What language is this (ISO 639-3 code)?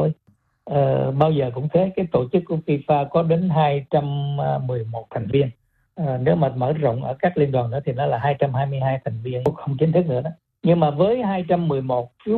vie